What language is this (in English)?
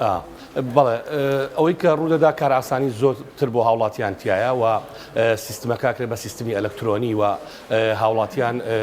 Central Kurdish